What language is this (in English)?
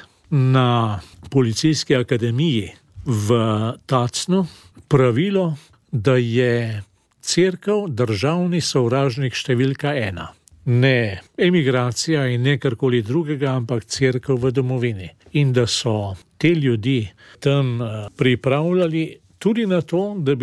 Slovenian